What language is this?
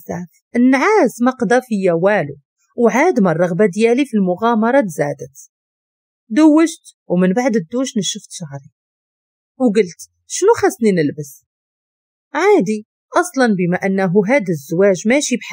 Moroccan Arabic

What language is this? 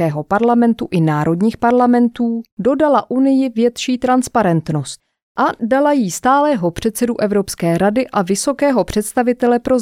Czech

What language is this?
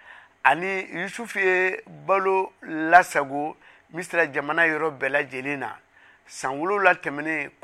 Bambara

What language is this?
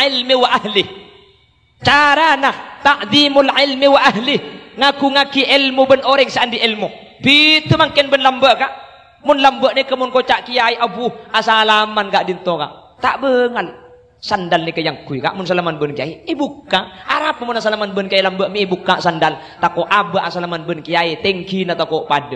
Madurese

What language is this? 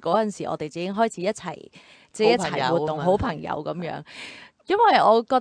Cantonese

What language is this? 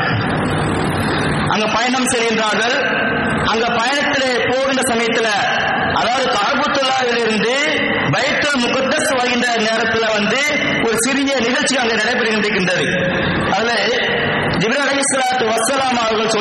Tamil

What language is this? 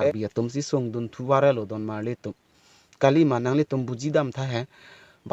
Karbi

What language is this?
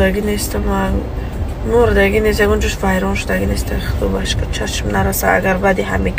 Tajik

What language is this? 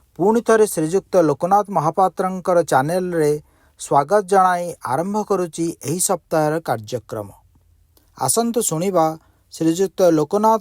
Odia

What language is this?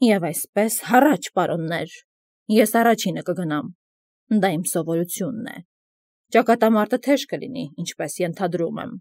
Armenian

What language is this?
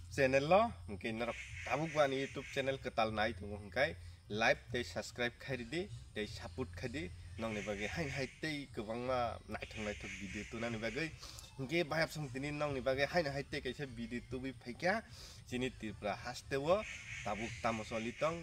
Kok Borok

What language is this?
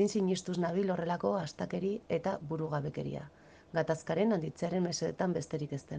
Basque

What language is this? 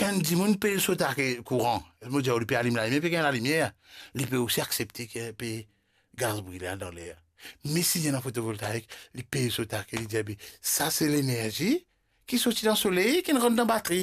Morisyen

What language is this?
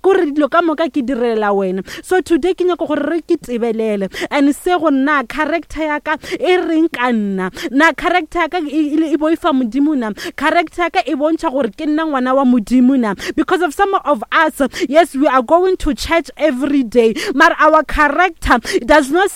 Northern Sotho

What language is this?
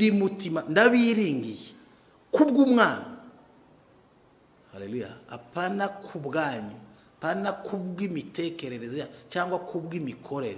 Kinyarwanda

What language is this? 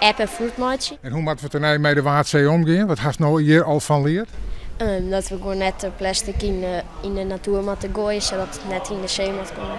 Western Frisian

